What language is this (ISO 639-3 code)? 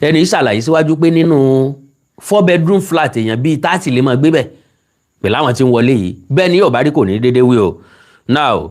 yor